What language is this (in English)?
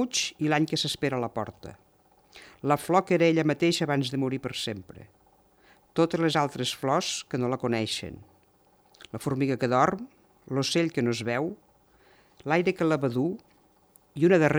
Catalan